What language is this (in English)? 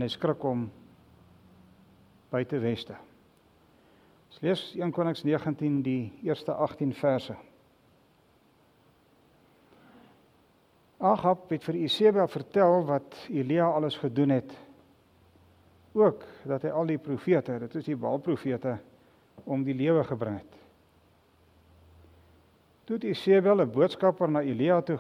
Afrikaans